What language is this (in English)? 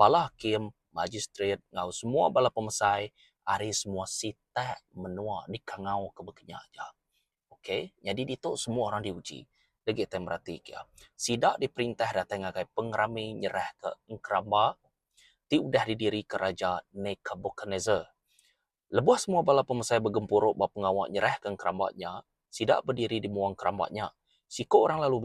Iban